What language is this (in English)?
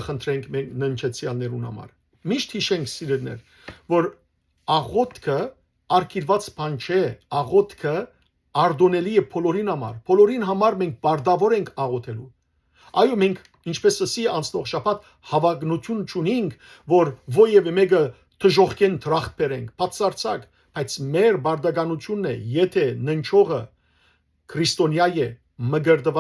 Western Armenian